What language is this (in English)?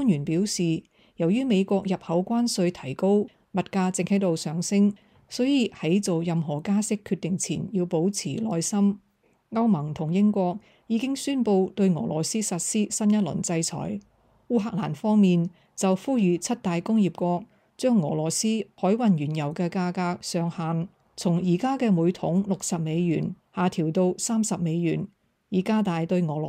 Cantonese